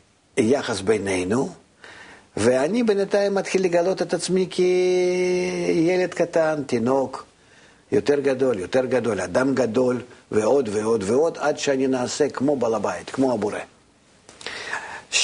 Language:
Hebrew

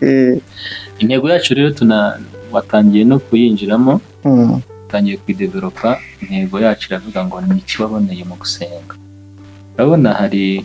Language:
Kinyarwanda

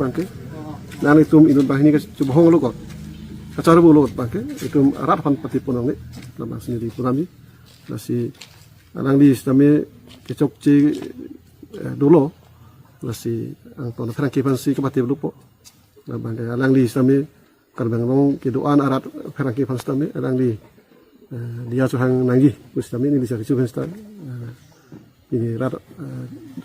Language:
Karbi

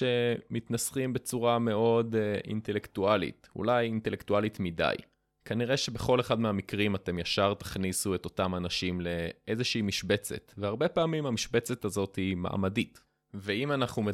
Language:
Hebrew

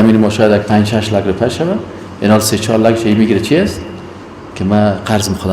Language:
Persian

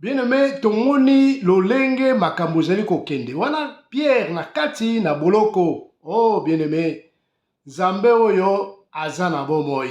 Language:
Lingala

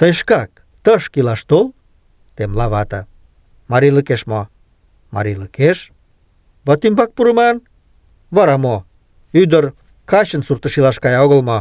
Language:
Mari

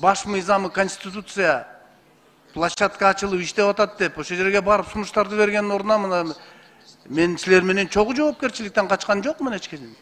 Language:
Kyrgyz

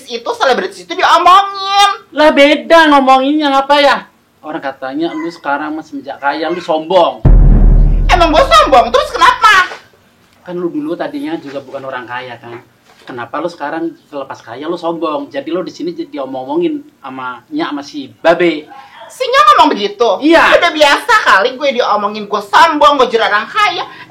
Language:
Betawi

